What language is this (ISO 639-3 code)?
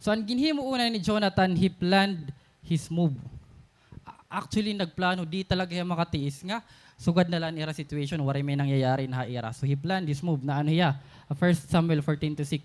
war